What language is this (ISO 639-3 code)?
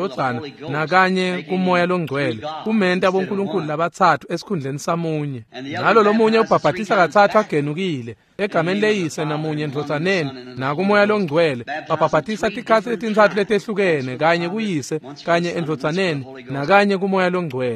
ssw